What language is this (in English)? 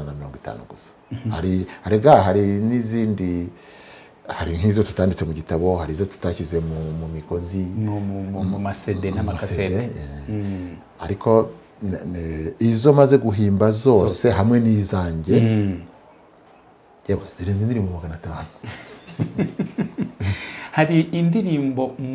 Kinyarwanda